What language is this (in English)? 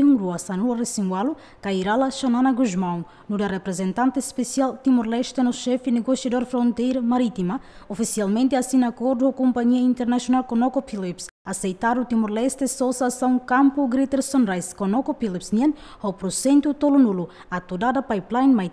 Tetum